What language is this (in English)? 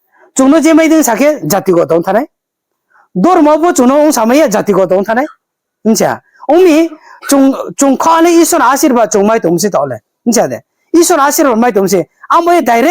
Riang (India)